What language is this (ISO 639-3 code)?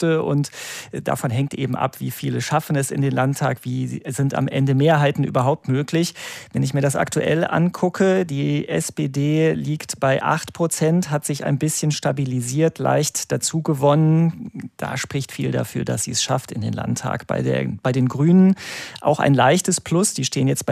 deu